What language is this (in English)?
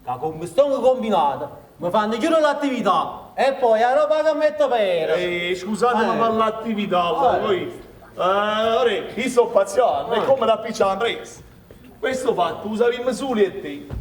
Neapolitan